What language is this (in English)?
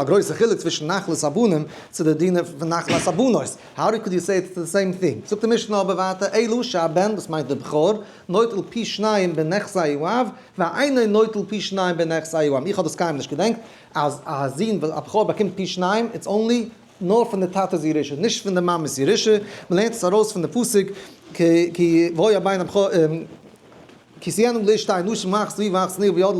Yiddish